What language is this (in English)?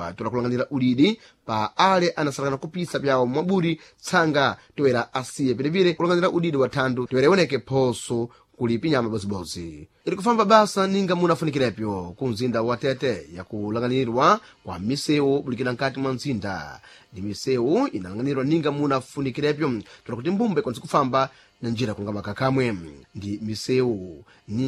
Sena